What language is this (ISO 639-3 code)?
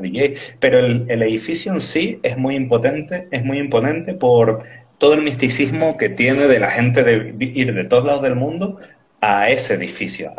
spa